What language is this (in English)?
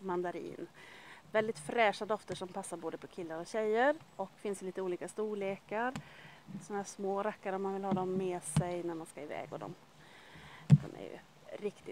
Swedish